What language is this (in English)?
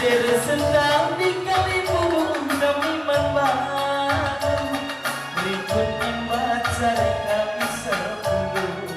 Batak Karo